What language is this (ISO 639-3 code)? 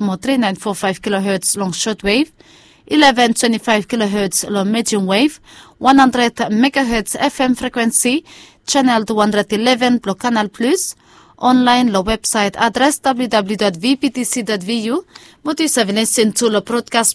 bis